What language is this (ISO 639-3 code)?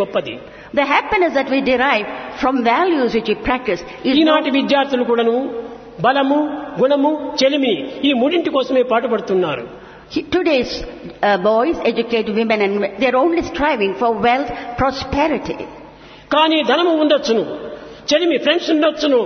tel